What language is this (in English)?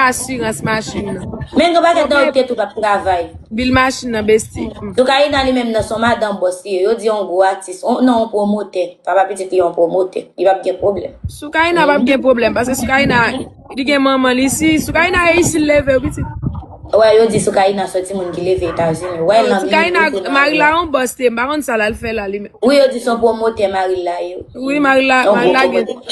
Haitian Creole